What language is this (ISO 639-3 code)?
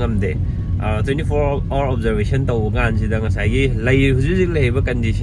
mni